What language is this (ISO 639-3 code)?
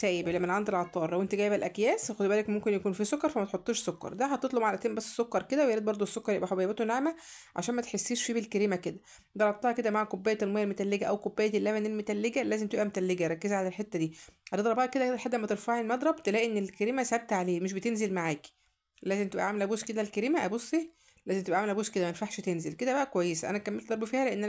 arz